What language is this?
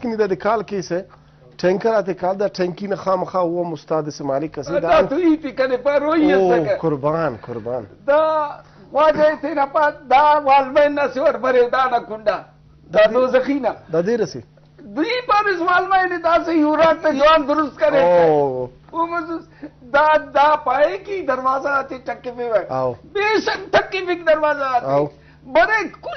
Brahui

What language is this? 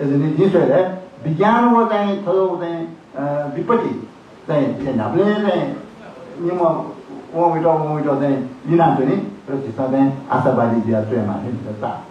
Newari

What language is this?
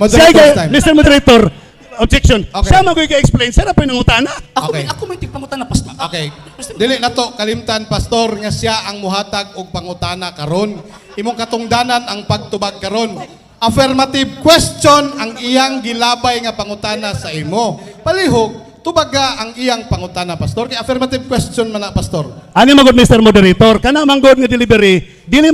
Cebuano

